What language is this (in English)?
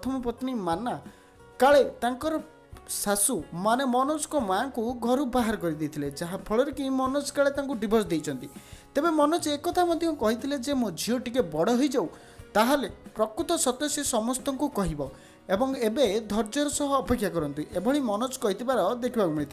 Odia